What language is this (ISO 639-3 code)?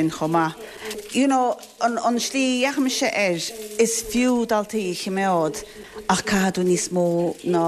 gle